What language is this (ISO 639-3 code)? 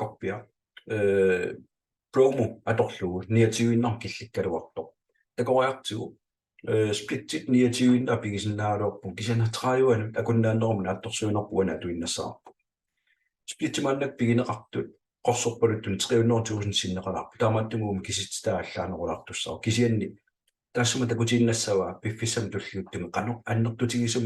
kal